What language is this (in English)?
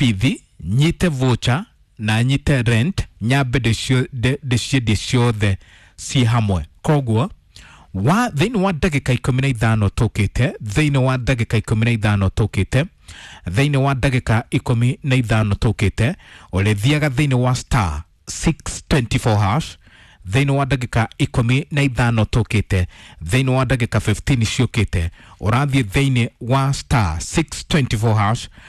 Kikuyu